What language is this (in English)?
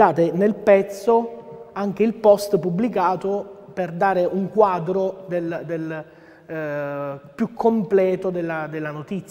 Italian